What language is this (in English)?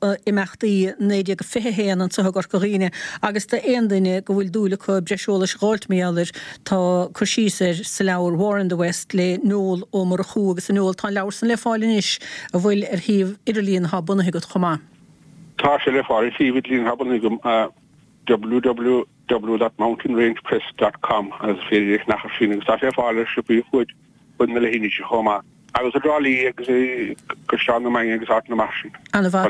Irish